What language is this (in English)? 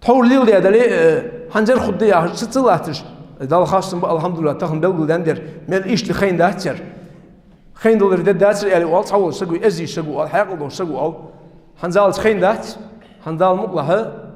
Ingush